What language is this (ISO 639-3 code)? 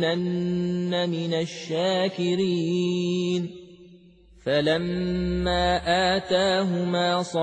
ara